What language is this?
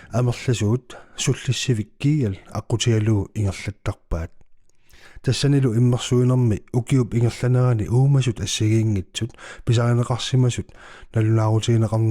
Kalaallisut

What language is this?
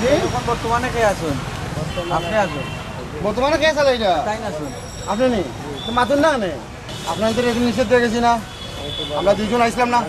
Sylheti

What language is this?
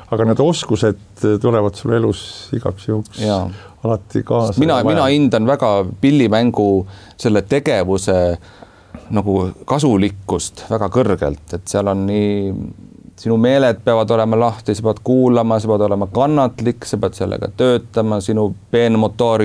Estonian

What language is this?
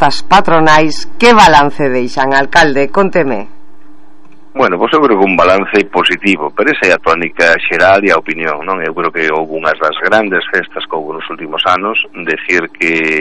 Galician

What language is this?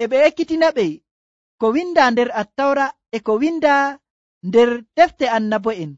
Nigerian Fulfulde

